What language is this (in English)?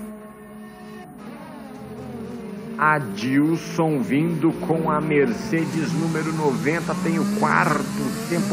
Portuguese